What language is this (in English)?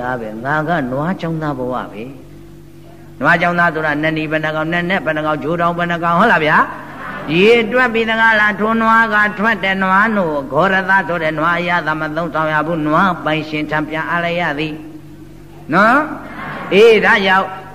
Burmese